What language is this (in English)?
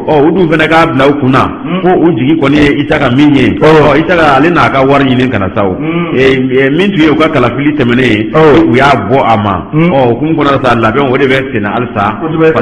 Bambara